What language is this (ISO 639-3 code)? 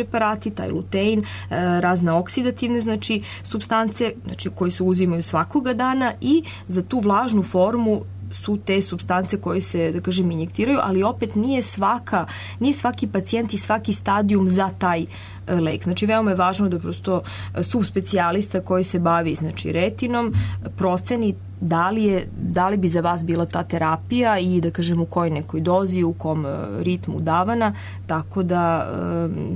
srp